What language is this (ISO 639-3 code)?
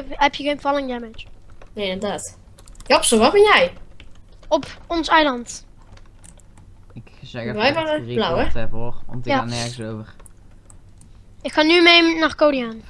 nld